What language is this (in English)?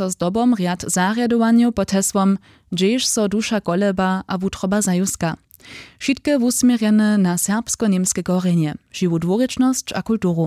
Upper Sorbian